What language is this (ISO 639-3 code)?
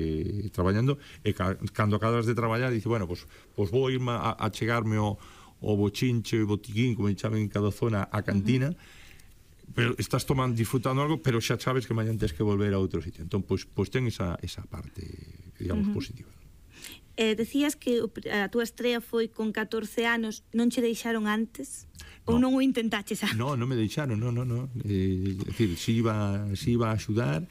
glg